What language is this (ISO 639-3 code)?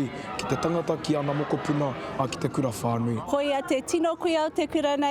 mri